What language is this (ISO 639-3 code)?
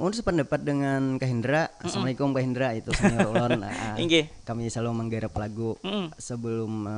bjn